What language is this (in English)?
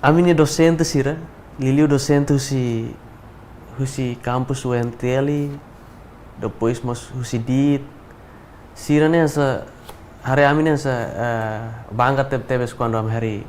Tetum